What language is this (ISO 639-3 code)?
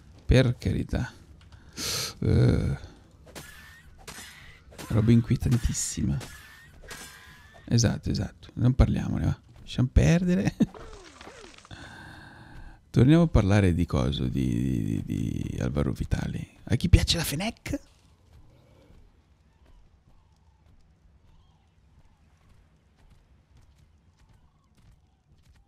ita